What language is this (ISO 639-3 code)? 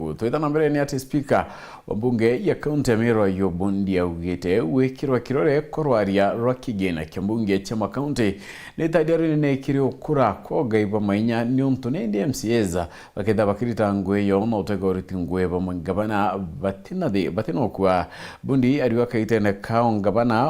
mer